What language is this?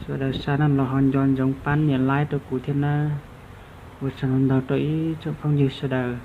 Hmong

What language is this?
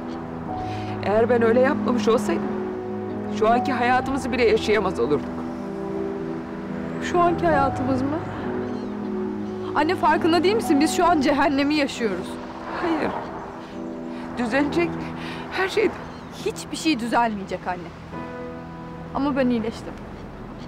Turkish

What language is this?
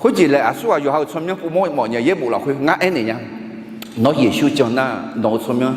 Akha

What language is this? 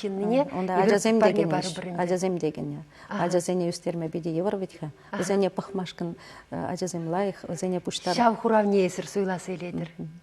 Chuvash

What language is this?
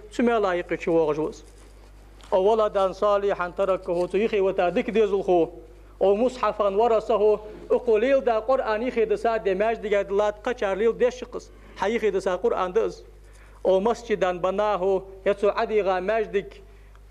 Ingush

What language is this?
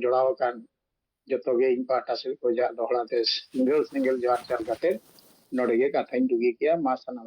Santali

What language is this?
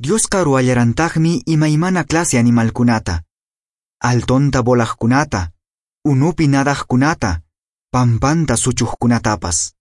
Quechua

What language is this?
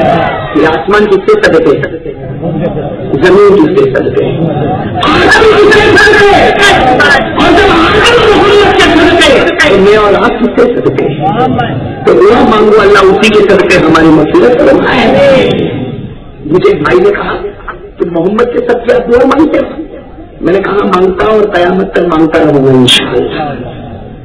Urdu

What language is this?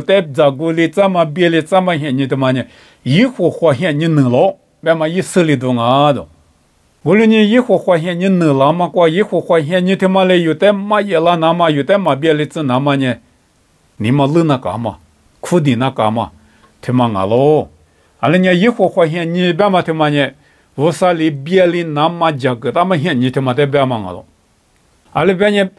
Lisu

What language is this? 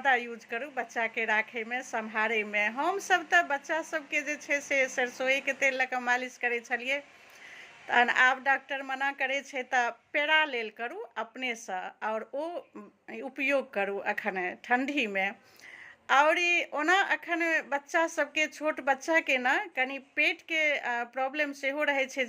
Maithili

